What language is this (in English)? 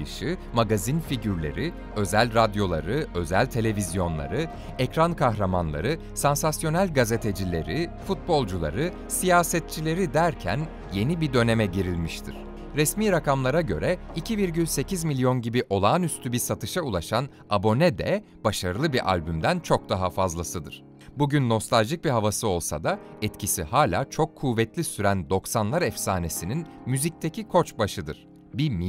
Turkish